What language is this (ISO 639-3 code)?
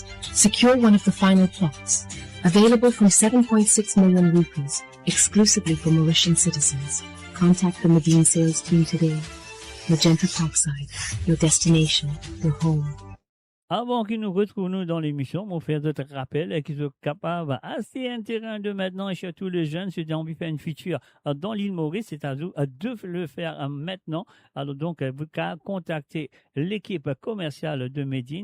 mfe